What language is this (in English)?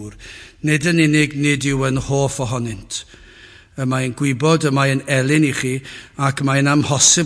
Welsh